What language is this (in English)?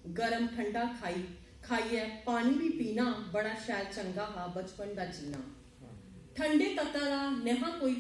Dogri